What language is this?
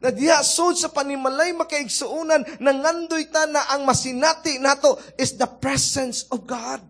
Cebuano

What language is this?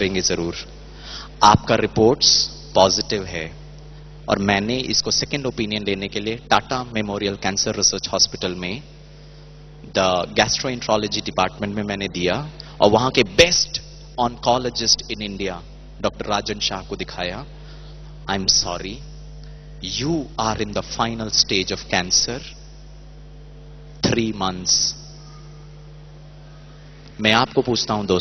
Hindi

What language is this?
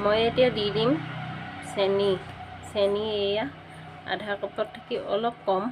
Assamese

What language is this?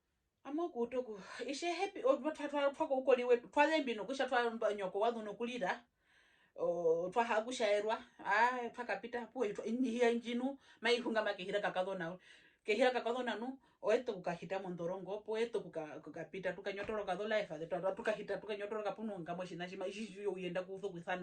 Herero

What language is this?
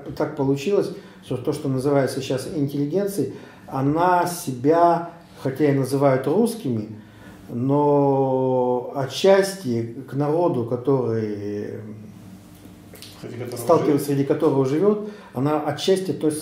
Russian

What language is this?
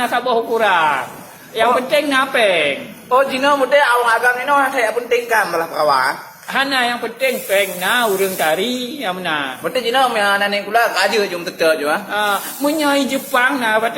Achinese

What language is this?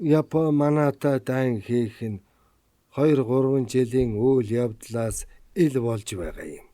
Mongolian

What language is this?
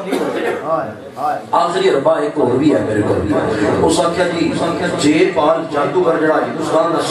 Western Panjabi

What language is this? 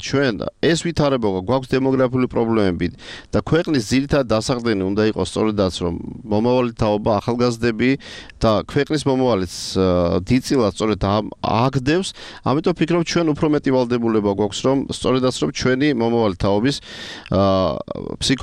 Georgian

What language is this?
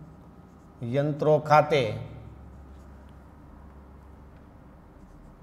Gujarati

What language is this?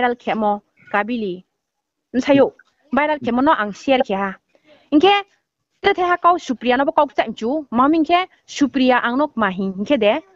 Riang (India)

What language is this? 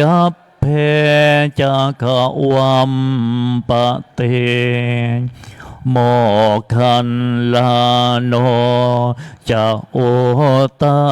Pali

